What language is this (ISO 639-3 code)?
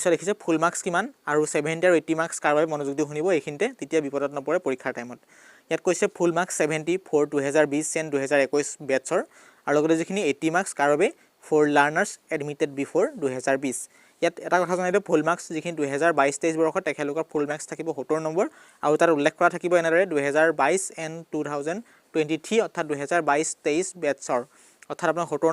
asm